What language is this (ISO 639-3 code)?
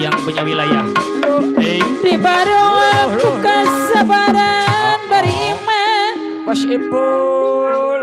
bew